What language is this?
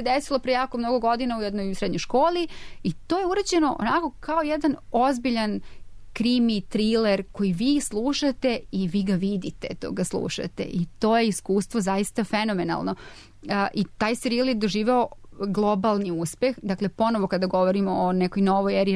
Serbian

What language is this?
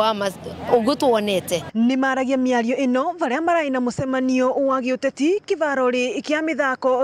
Meru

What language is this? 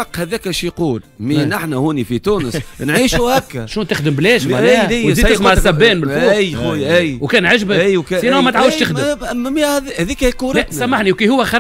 Tunisian Arabic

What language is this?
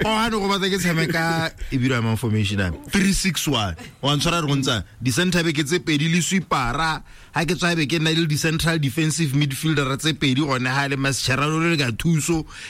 Tswana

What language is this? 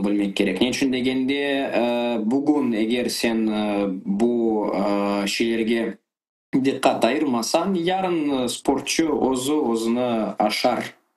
Crimean Tatar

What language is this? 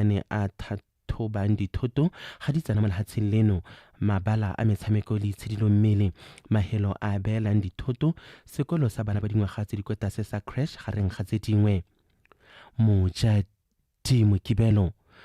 Tswana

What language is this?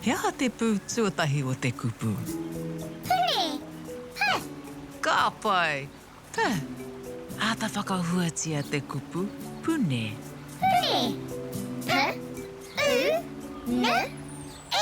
Māori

